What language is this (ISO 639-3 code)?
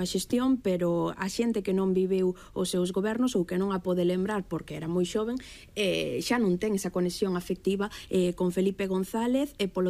glg